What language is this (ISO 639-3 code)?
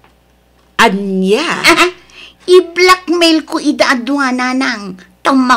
ilo